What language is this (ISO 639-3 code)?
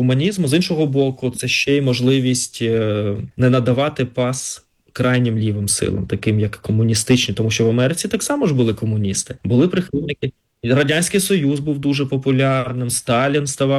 ukr